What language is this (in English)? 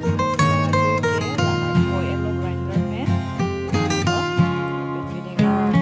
Karbi